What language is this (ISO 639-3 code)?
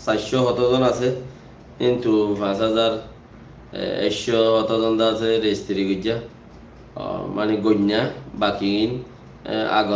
rhg